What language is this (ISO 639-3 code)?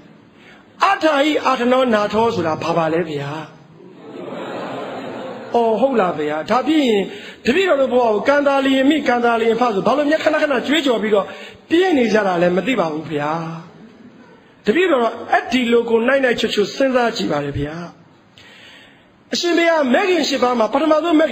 mya